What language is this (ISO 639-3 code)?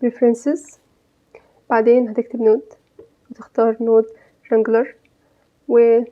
arz